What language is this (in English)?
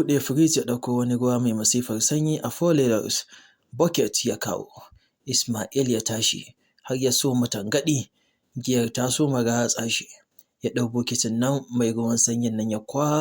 Hausa